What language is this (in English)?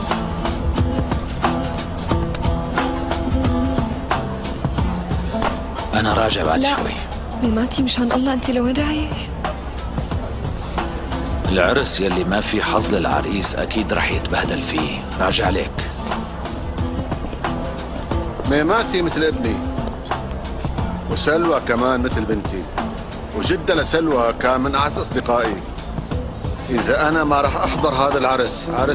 North Levantine Arabic